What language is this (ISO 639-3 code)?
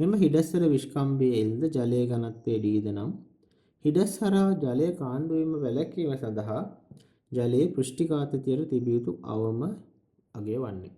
sin